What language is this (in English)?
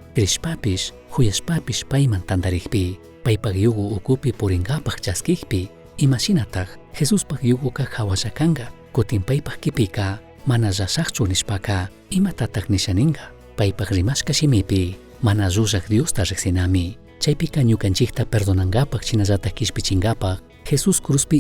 Chimborazo Highland Quichua